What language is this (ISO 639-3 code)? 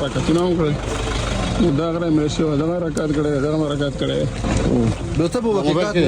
pus